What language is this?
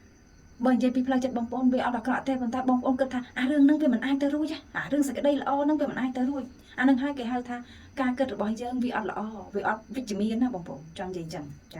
Khmer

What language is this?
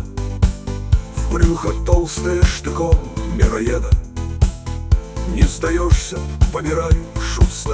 Russian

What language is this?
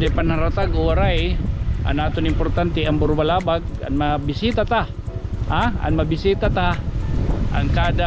Waray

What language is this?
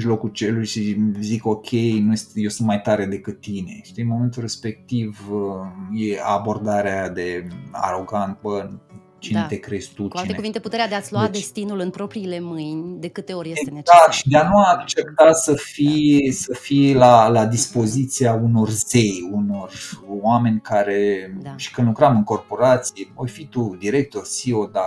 Romanian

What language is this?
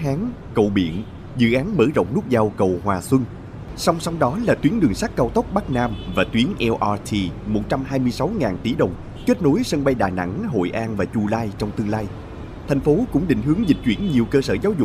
Vietnamese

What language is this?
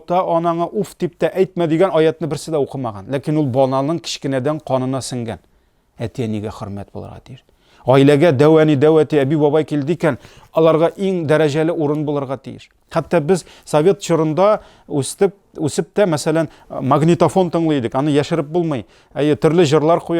Tatar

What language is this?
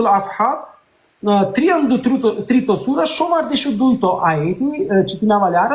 Balkan Romani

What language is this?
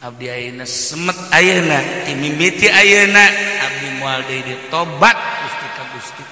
Sundanese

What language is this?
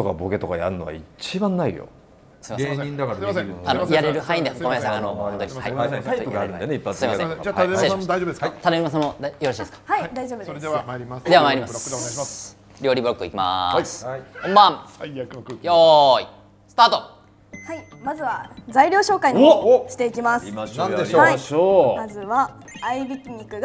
Japanese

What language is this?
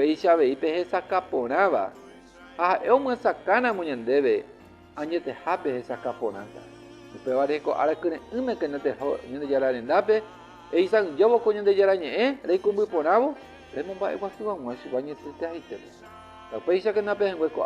Guarani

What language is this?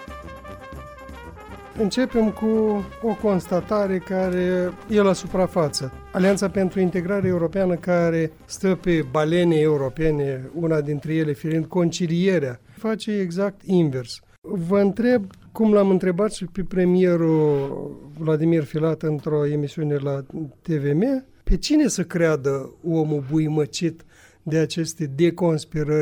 Romanian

